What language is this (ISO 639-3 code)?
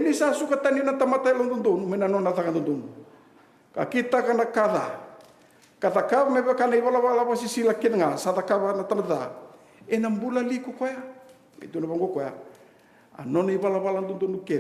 fij